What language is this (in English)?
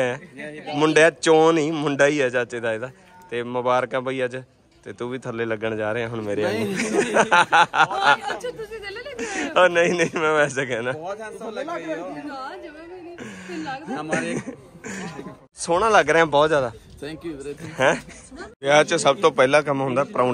Punjabi